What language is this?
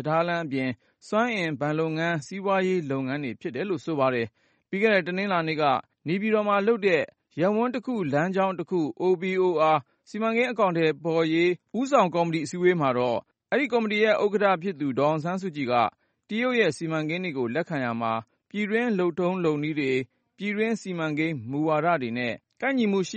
Burmese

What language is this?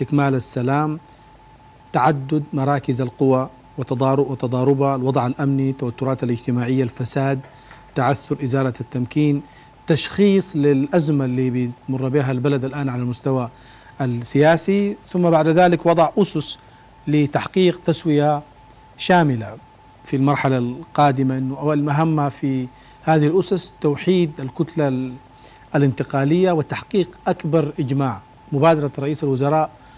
Sudanese Arabic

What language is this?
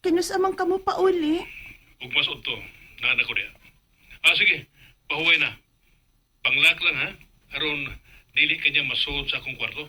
Cebuano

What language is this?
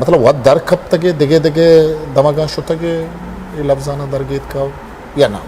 Eastern Balochi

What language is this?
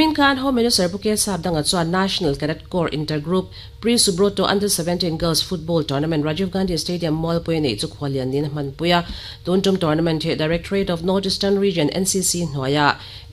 Mizo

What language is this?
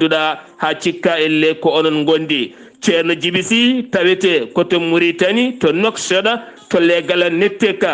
Fula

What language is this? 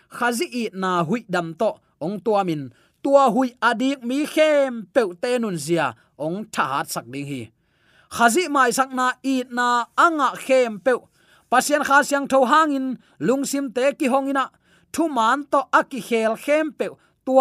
Tedim Chin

